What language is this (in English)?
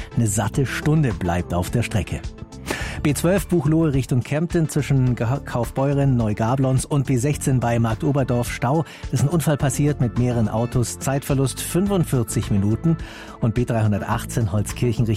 German